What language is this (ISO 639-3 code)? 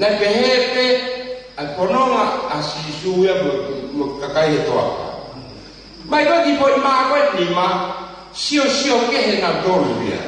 ton